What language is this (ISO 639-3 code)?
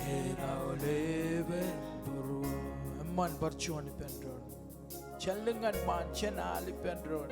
mah